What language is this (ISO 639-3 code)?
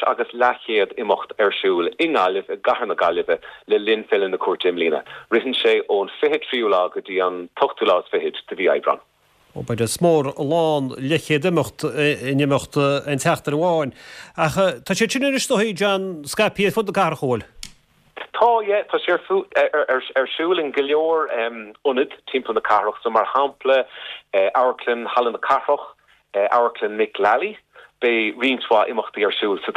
gle